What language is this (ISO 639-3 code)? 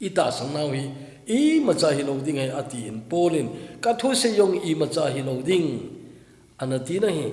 tcz